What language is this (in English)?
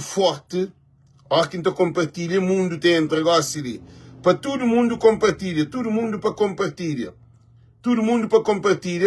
Kabuverdianu